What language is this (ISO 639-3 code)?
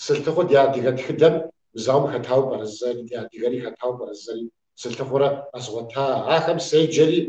kbd